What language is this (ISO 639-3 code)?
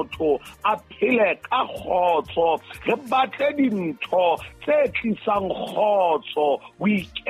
sot